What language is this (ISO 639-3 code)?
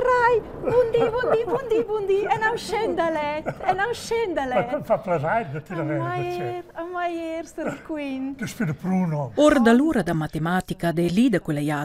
roh